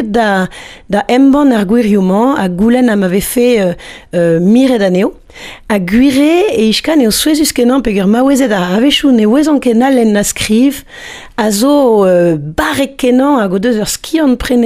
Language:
Breton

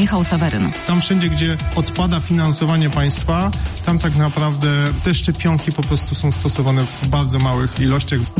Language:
Polish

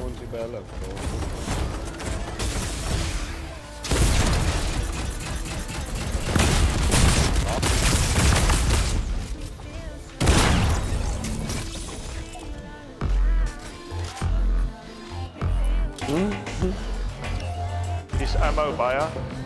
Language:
Afrikaans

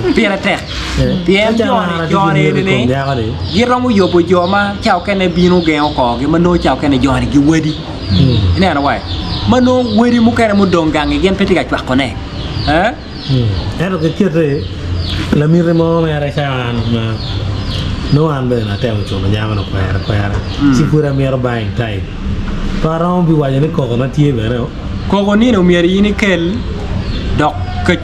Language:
Acoli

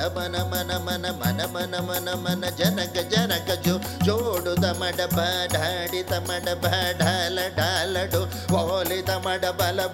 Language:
Kannada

